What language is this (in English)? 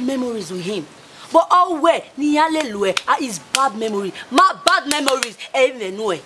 Bini